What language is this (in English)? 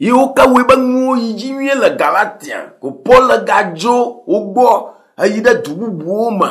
Ewe